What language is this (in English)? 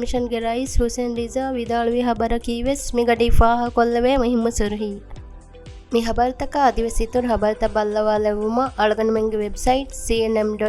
Divehi